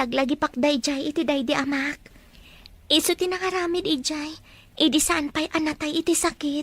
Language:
Iloko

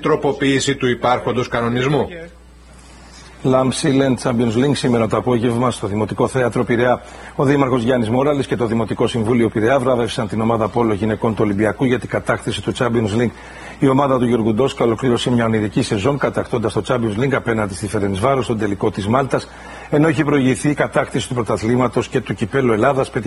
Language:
Greek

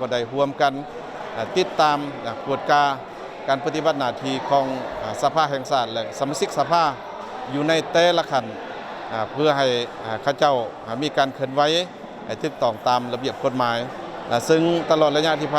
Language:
Lao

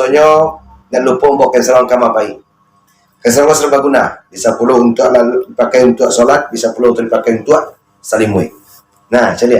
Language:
Minangkabau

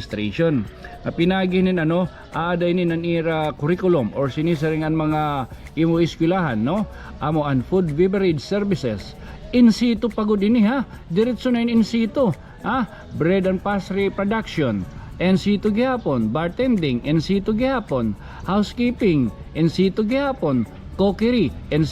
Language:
Waray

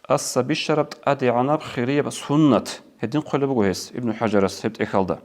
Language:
Avaric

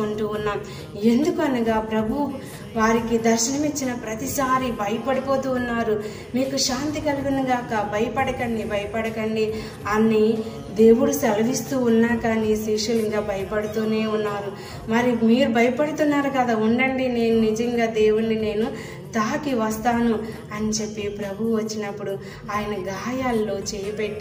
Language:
Telugu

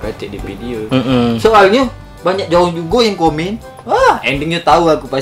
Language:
Musi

